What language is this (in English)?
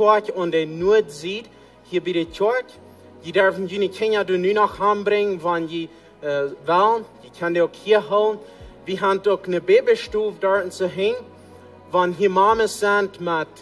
Plautdietsch